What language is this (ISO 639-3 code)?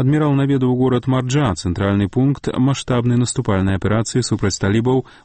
bel